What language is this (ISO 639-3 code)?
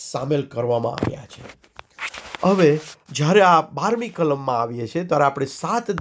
guj